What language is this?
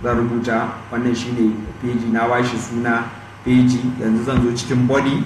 Hausa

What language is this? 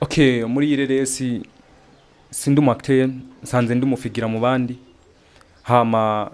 Rundi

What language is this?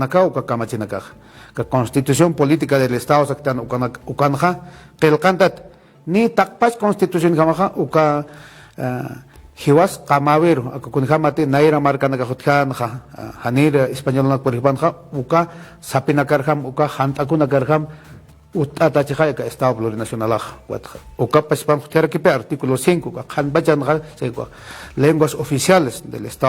Aymara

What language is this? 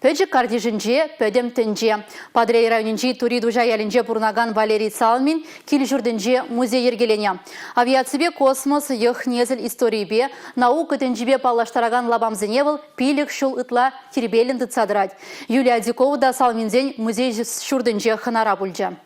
Chuvash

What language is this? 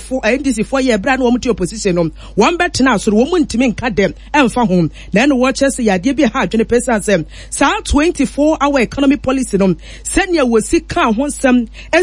Akan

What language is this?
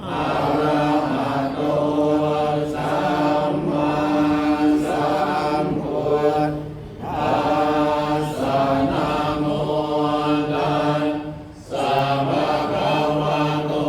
Pali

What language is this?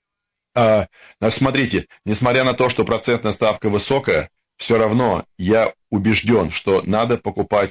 Russian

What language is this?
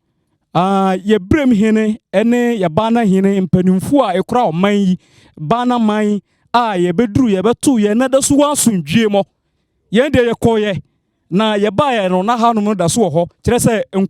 Akan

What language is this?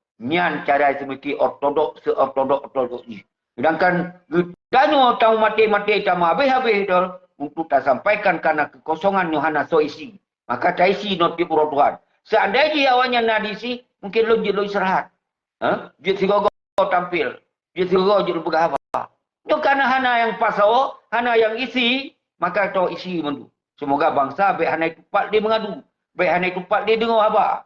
Achinese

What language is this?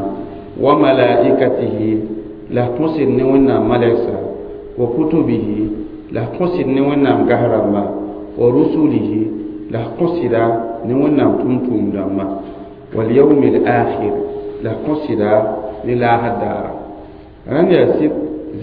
Mossi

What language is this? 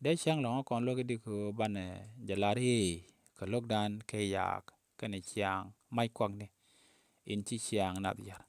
Nuer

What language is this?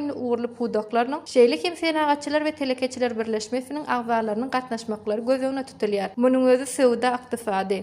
Turkmen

